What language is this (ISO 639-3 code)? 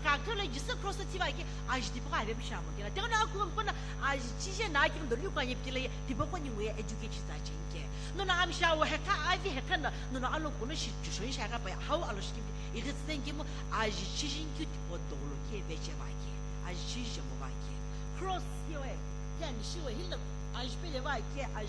nsm